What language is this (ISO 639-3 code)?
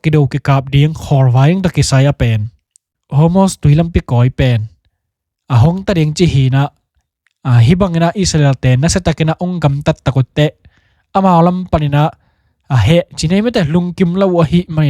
ctd